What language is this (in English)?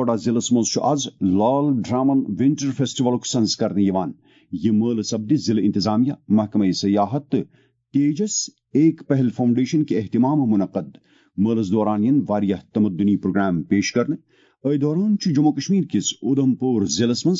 Kashmiri